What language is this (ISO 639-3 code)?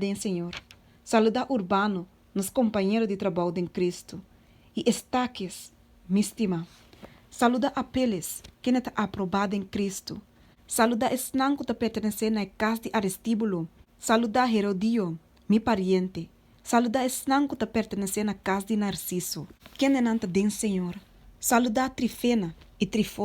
pap